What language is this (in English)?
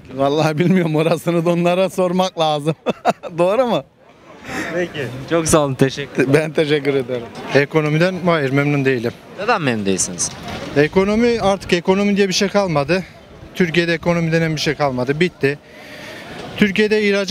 Turkish